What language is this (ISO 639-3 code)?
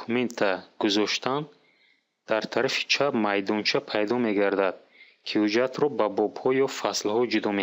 tgk